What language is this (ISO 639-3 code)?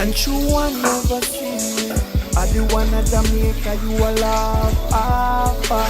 jam